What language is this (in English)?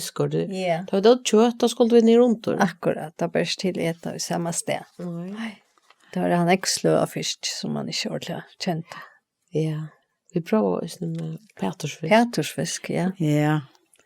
Faroese